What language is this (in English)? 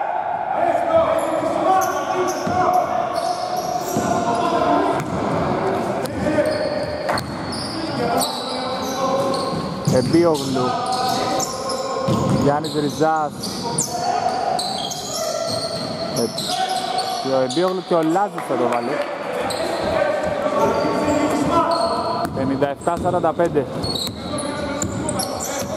Greek